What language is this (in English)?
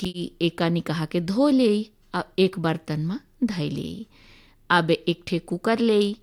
Bhojpuri